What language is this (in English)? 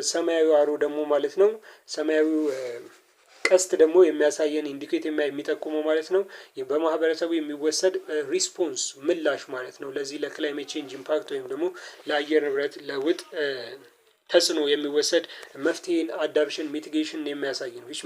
Amharic